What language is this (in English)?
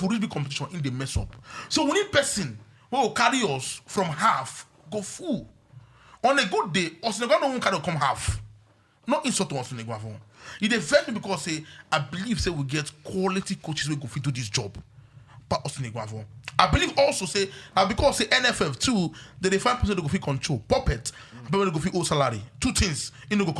Nigerian Pidgin